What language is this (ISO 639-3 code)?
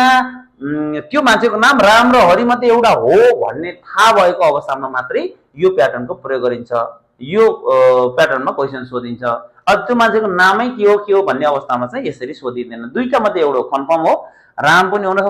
nep